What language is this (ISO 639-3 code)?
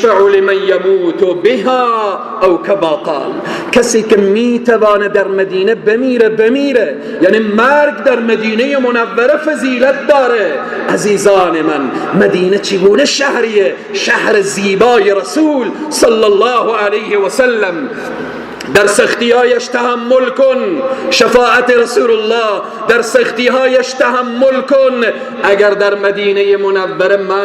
fas